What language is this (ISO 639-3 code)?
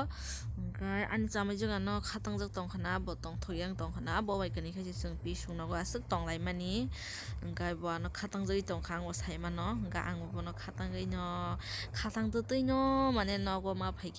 trp